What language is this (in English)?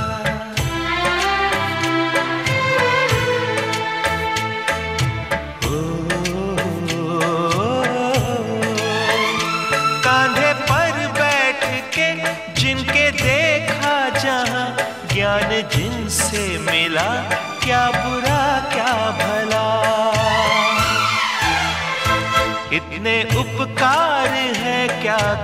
Hindi